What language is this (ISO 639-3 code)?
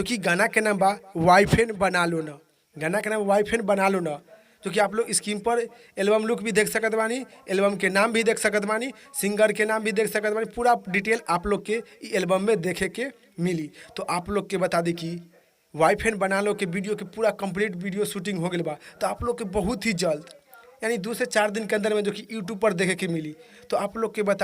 bho